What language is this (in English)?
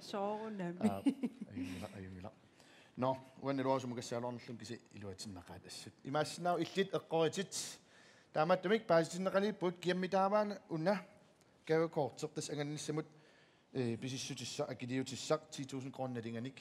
Kalaallisut